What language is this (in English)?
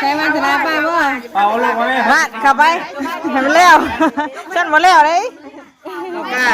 Northeastern Thai